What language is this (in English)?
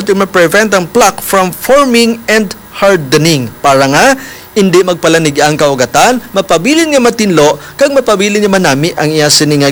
Hiligaynon